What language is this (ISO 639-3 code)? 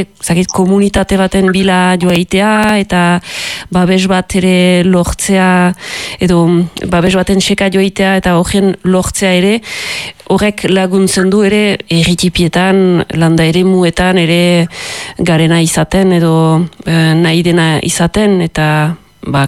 eus